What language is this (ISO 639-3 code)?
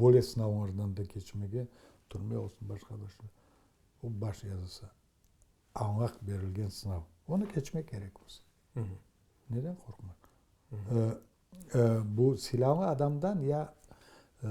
crh